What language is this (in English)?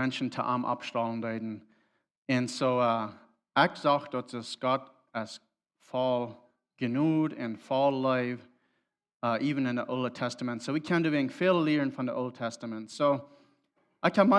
Plautdietsch